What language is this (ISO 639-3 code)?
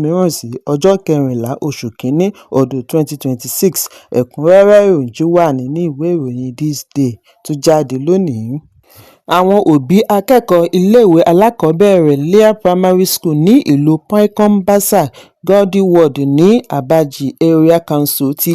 yor